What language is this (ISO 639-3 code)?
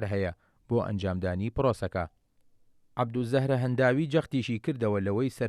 ckb